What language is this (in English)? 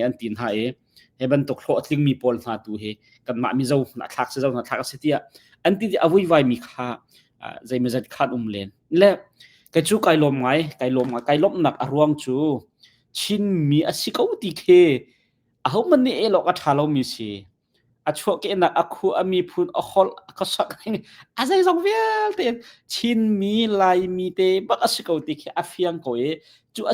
Hakha Chin